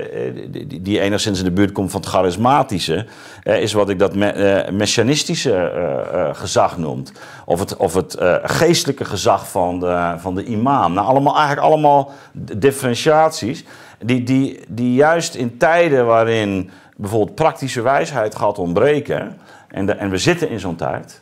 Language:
Dutch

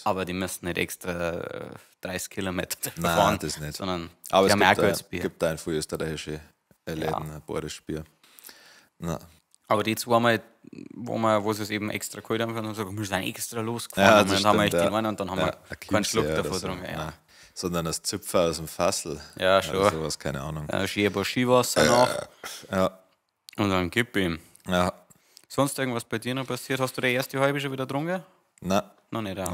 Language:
Bavarian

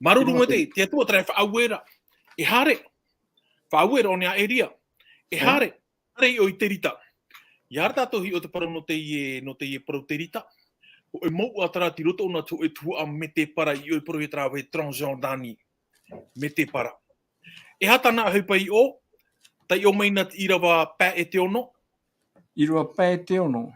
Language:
Tahitian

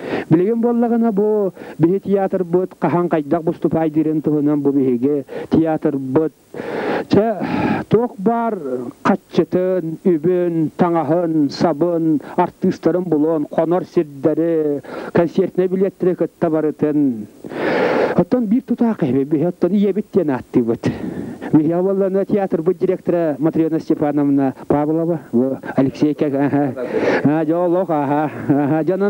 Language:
Yakut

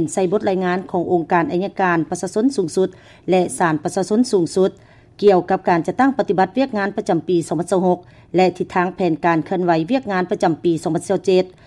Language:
Lao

